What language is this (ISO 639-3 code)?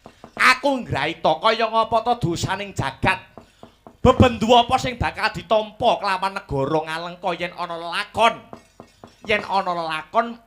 jav